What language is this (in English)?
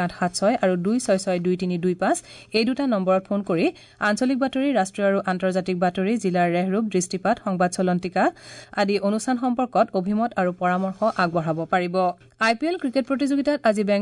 Assamese